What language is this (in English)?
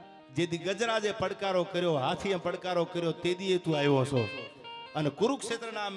Gujarati